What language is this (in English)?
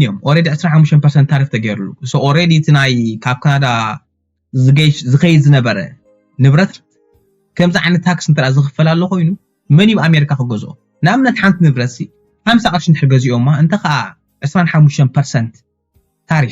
Tigrinya